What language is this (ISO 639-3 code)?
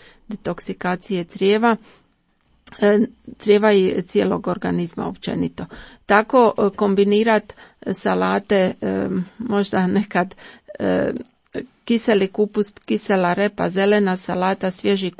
hrv